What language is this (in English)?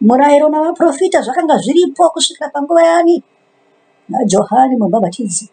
Shona